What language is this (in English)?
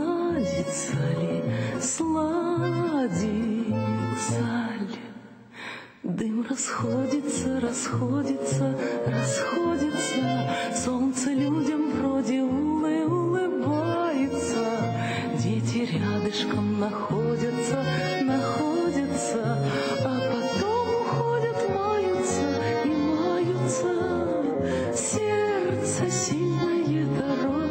Russian